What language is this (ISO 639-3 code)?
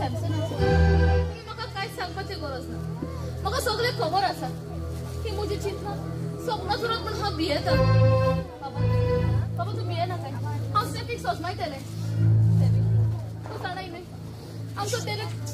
kok